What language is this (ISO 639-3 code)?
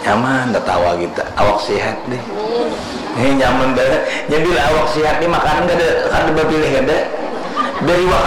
bjn